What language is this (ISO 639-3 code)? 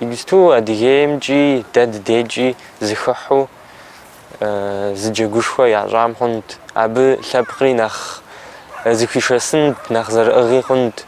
kbd